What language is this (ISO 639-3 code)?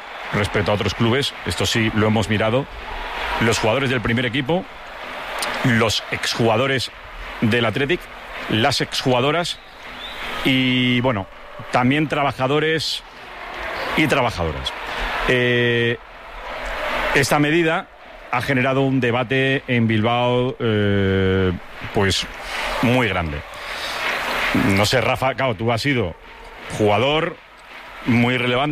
spa